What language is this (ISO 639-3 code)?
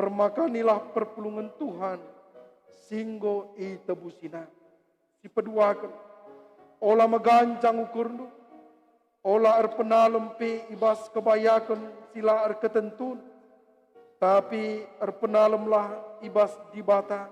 btx